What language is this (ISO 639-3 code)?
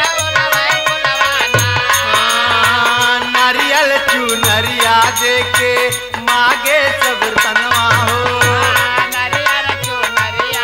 bho